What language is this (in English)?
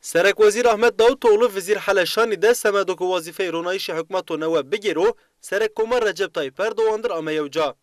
Zaza